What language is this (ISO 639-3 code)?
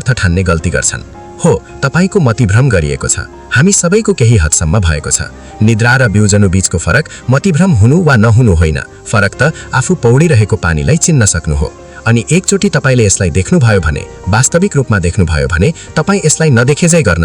nep